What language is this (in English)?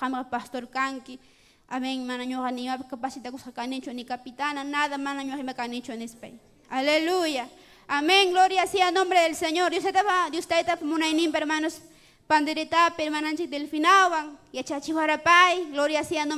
Ayacucho Quechua